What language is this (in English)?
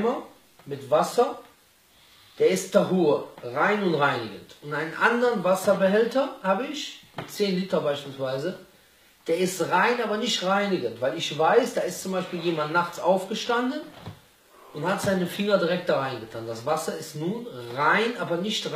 German